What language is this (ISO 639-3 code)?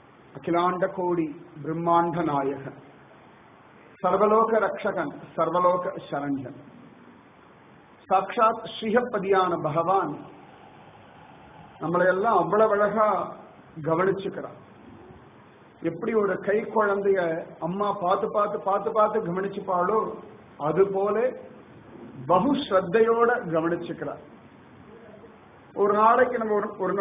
tam